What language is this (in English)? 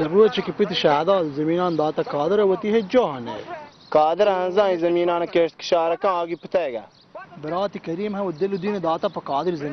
Baluchi